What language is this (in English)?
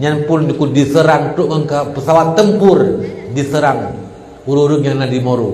Achinese